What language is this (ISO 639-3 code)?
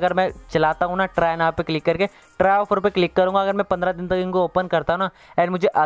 hin